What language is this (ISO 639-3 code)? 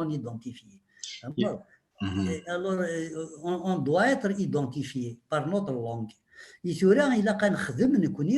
kab